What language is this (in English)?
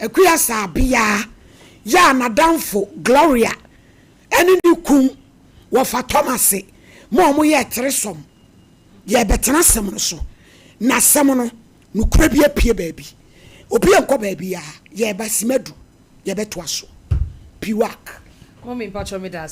Akan